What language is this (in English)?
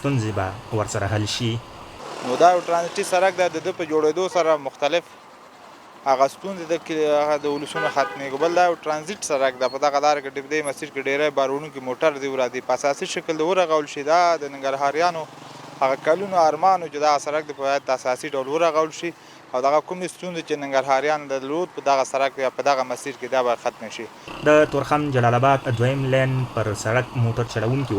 Pashto